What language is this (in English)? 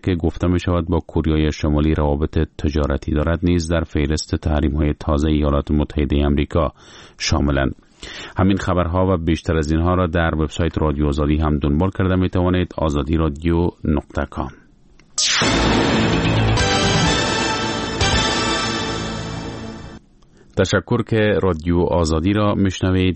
Persian